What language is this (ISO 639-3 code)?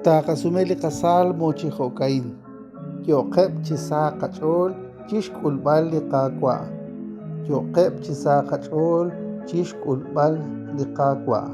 kek